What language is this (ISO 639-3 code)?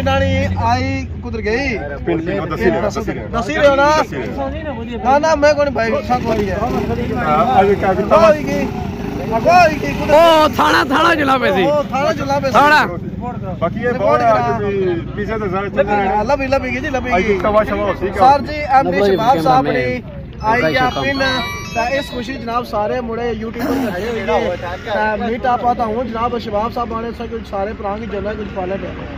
phr